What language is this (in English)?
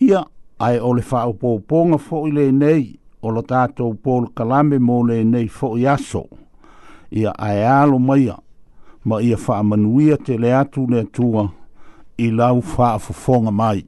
Samoan